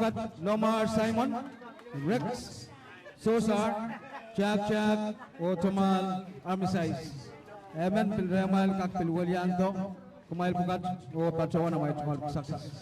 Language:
Pohnpeian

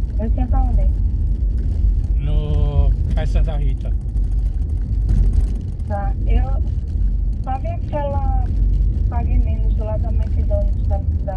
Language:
Portuguese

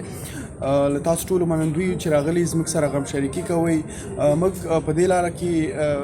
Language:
Pashto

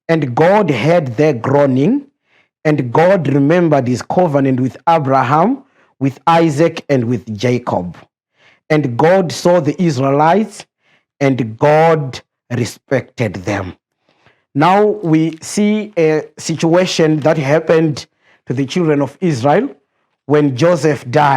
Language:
English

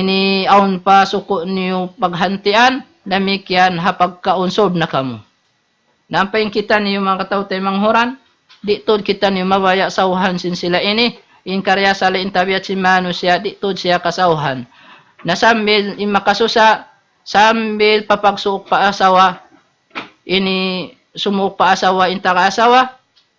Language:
Tausug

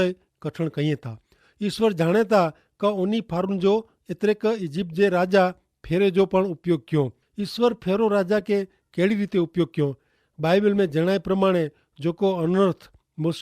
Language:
Kachhi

